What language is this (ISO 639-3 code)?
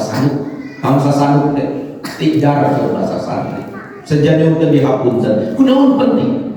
sun